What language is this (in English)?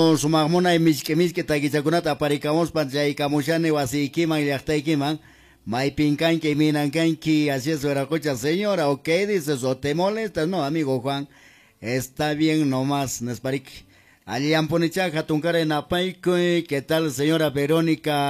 Quechua